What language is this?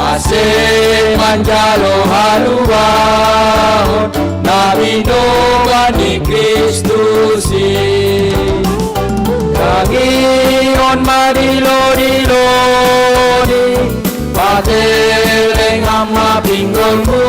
Batak Simalungun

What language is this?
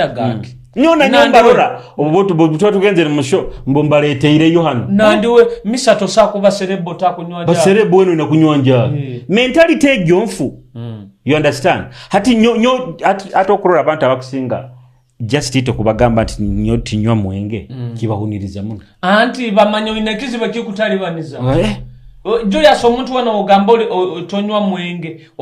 Nyoro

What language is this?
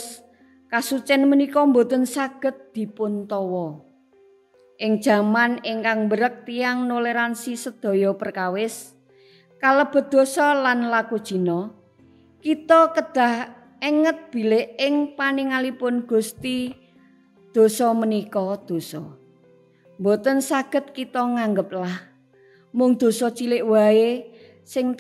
Javanese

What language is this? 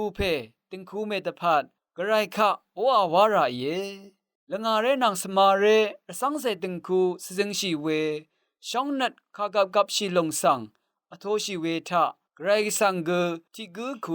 Rawang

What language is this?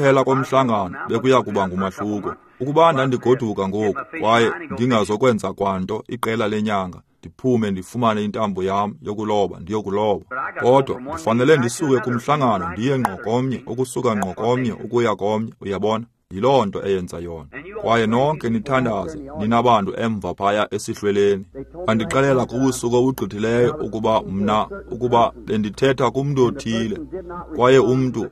Xhosa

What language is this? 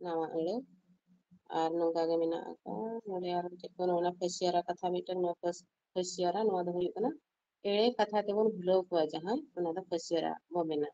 Santali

